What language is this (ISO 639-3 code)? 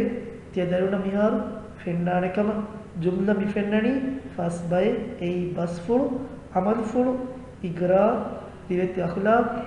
div